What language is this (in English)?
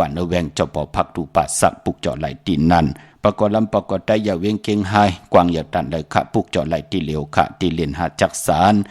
Shan